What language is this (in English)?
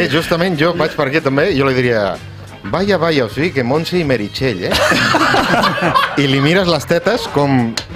Catalan